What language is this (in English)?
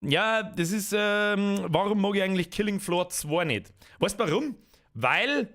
Bavarian